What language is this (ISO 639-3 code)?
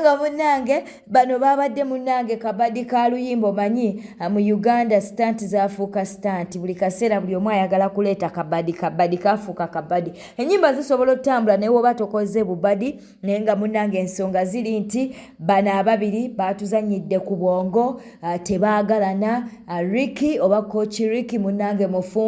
lug